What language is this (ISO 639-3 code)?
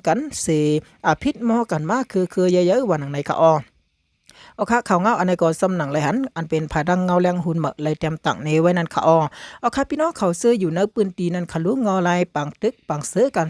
shn